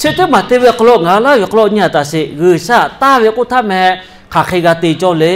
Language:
Lahu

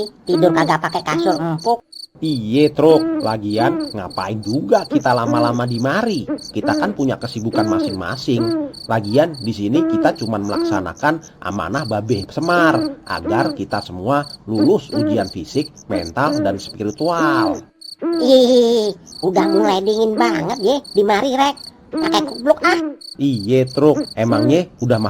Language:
Betawi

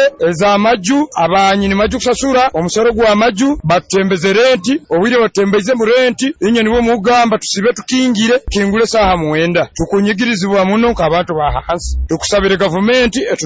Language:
Nyoro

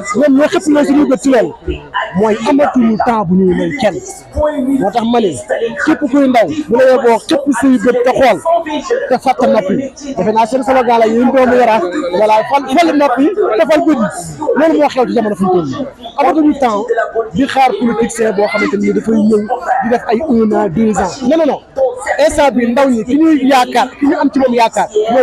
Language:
Wolof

